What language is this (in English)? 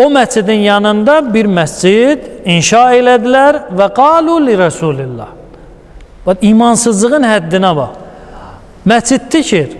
Azerbaijani